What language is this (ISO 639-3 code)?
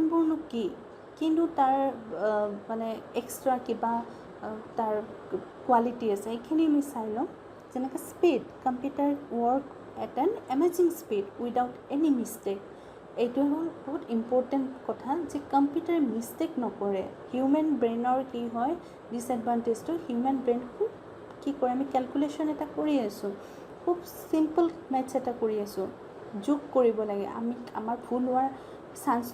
asm